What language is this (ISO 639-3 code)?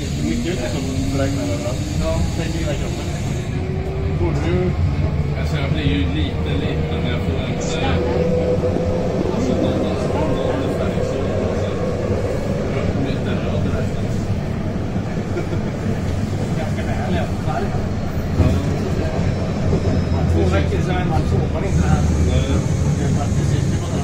swe